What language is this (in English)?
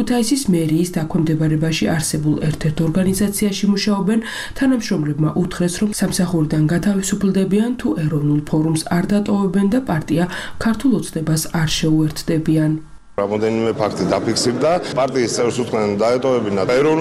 Georgian